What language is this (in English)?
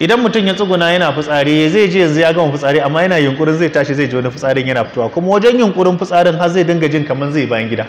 Hausa